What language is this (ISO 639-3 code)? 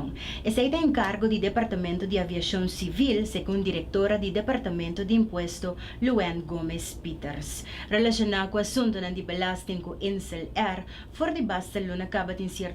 pap